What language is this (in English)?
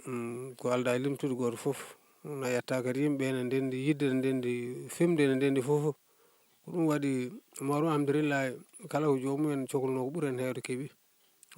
Fula